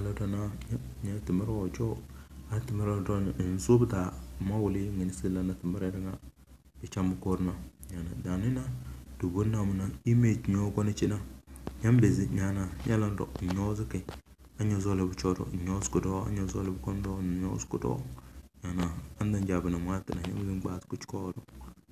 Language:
Tem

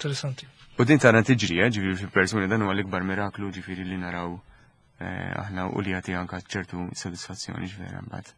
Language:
Maltese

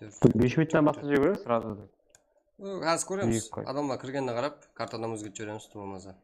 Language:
Kara-Kalpak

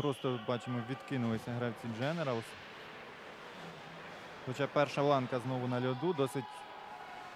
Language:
Ukrainian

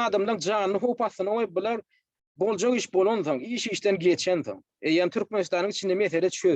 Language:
Turkmen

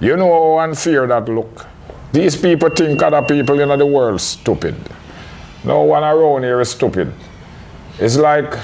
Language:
Jamaican Creole English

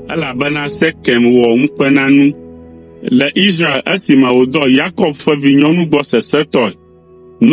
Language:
Ewe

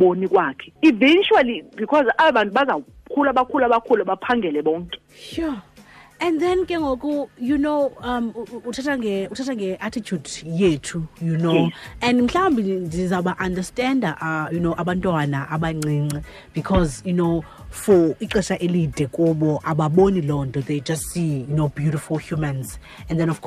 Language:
Xhosa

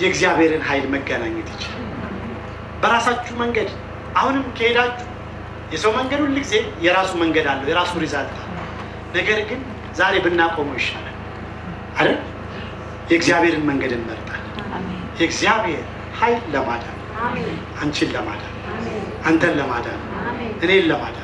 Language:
Amharic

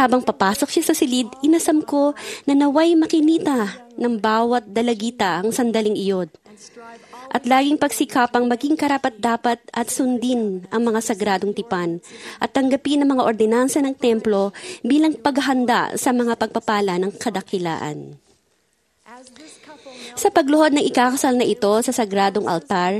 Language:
Filipino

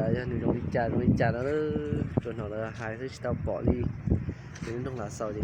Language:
Hmong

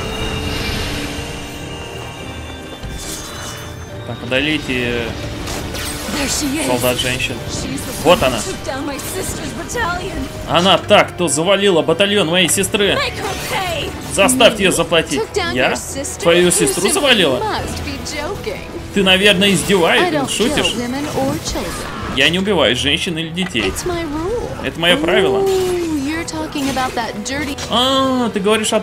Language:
Russian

